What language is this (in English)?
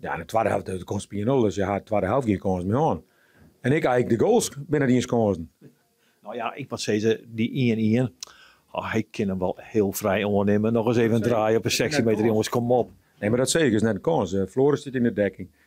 Western Frisian